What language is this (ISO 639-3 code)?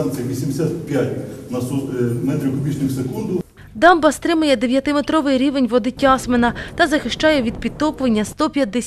ukr